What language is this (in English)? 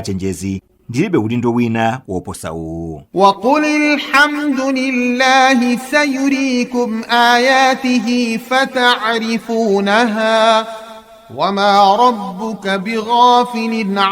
Nyanja